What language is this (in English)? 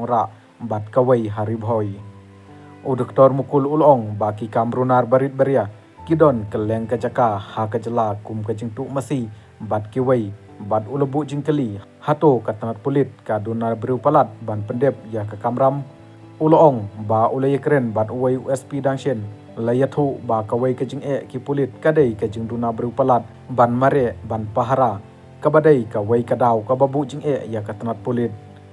Khasi